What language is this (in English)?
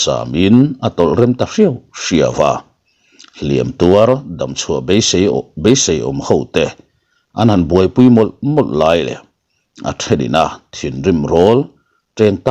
Mizo